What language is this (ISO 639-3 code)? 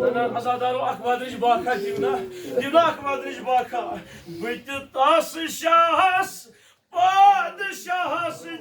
kas